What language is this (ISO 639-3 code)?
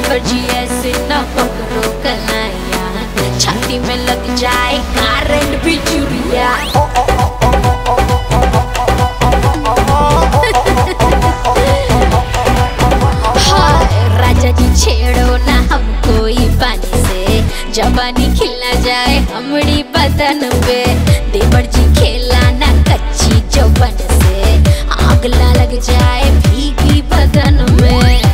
bho